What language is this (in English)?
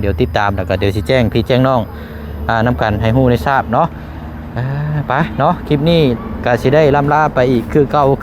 Lao